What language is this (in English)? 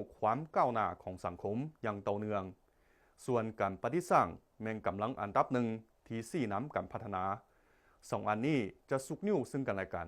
Lao